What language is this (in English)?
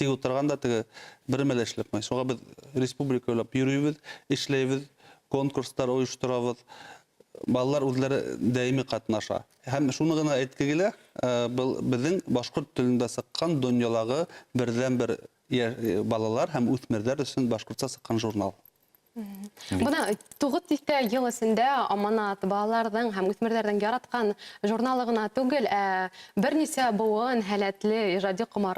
Bashkir